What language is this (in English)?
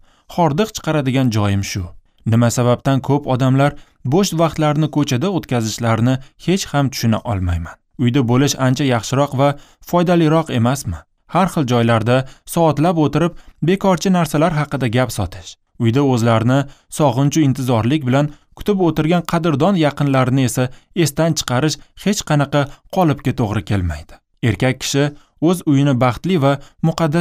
Uzbek